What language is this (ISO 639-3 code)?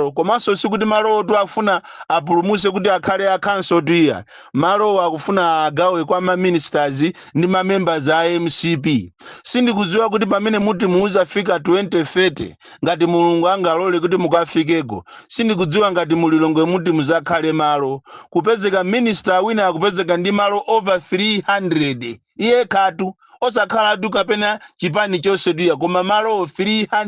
nya